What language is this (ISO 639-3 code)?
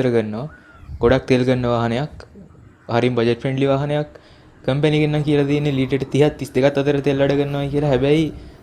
sin